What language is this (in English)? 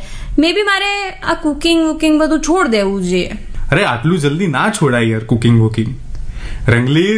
Gujarati